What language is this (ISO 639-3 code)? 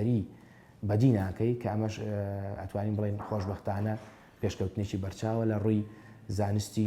ckb